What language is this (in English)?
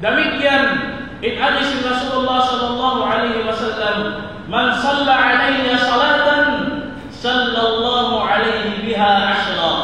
Tausug